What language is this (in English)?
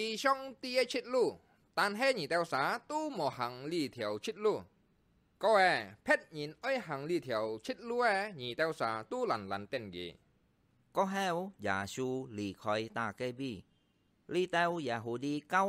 Hakka Chinese